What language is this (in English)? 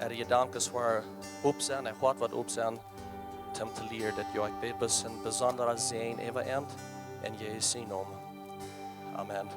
Plautdietsch